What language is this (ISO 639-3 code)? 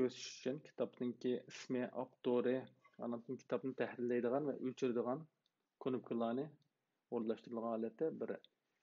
uig